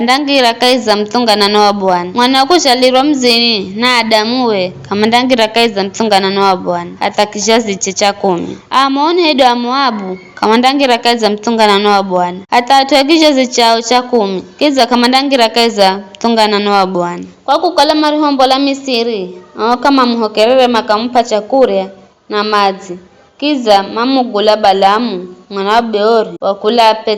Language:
Giryama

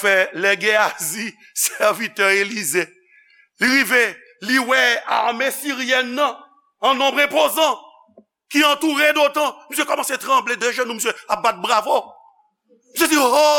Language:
Haitian Creole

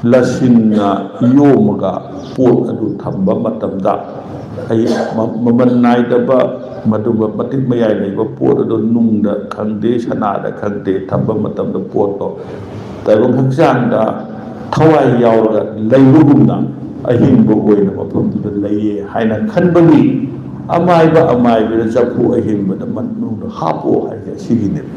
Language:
Manipuri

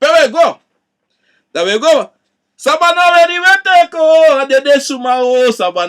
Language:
Sranan Tongo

